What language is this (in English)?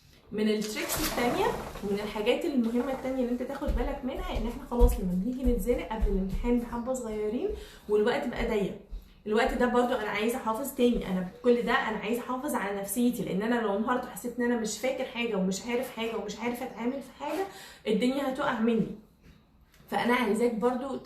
Egyptian Arabic